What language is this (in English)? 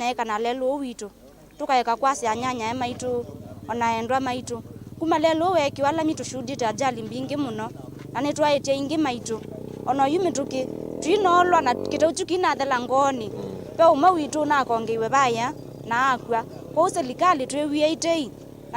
Kamba